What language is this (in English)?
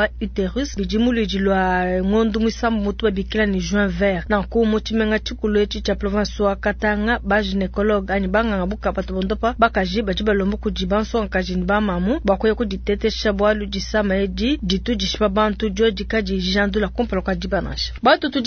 Luba-Lulua